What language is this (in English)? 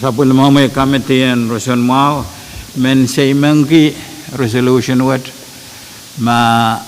Pohnpeian